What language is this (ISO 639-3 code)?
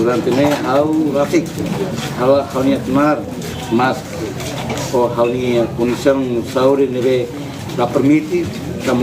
tet